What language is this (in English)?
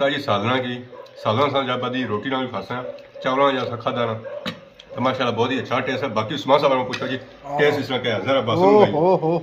Pahari-Potwari